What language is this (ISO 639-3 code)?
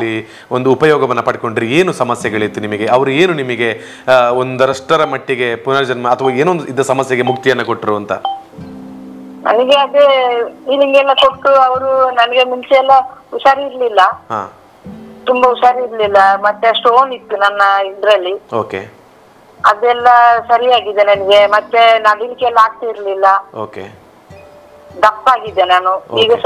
kan